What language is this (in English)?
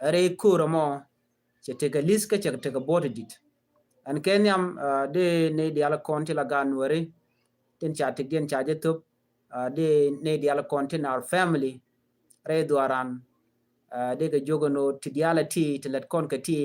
Nuer